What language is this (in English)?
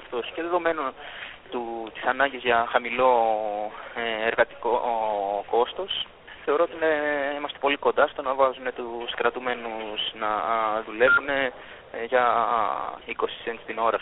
Greek